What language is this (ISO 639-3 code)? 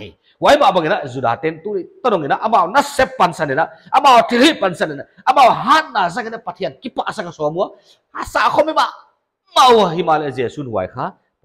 pck